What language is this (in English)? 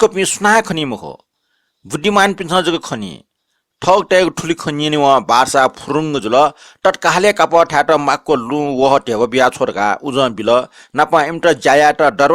Newari